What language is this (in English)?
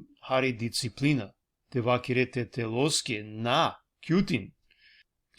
Balkan Romani